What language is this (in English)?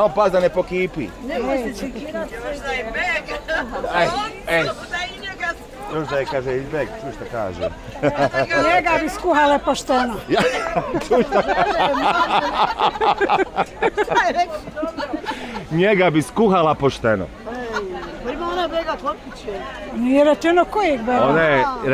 Bosnian